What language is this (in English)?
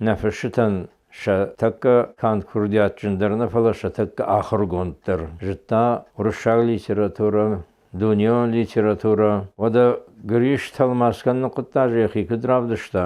Ossetic